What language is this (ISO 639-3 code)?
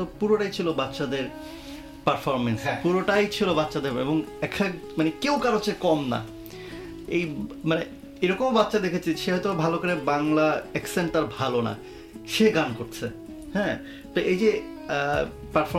ben